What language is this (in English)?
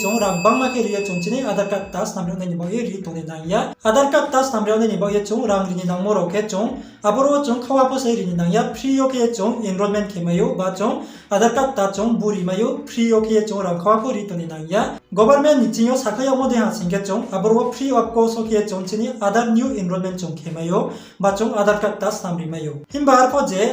Riang (India)